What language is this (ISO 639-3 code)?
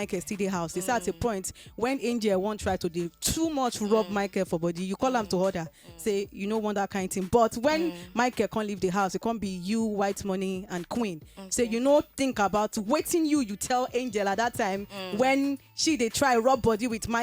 pcm